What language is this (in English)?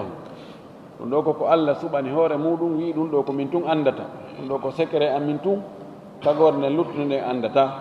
Fula